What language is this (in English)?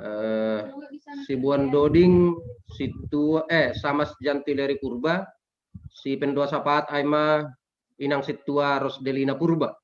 Batak Simalungun